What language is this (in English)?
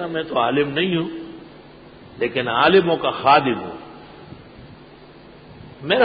Urdu